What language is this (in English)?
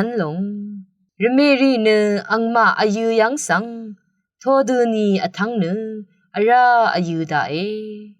Rawang